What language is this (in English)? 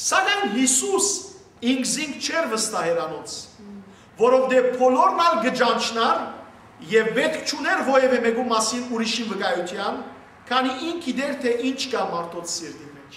Western Armenian